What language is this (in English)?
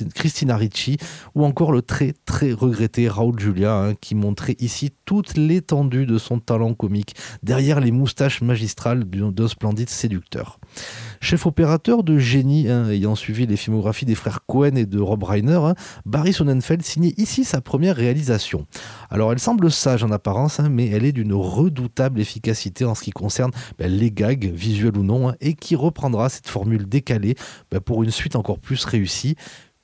French